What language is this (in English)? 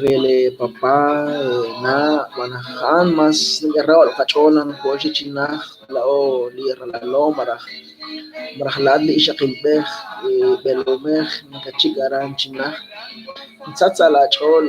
Kekchí